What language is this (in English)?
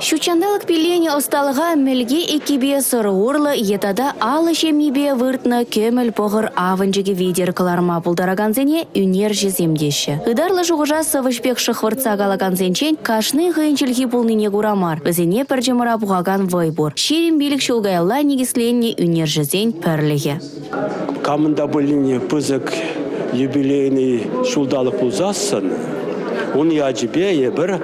Chuvash